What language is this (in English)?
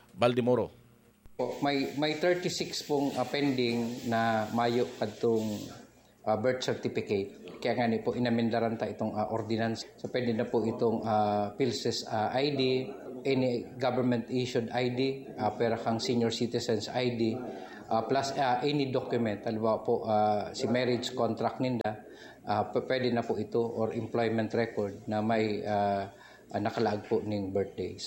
Bikol